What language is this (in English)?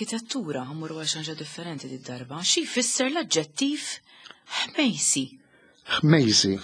Maltese